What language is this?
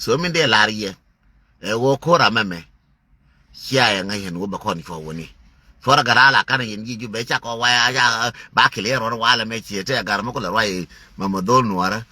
Nuer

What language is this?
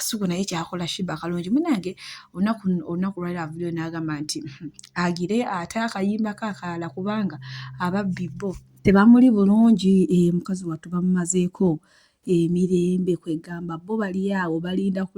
Ganda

